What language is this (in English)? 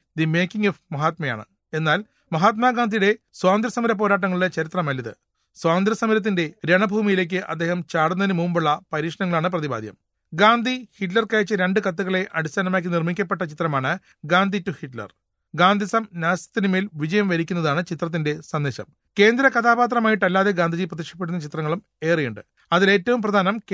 Malayalam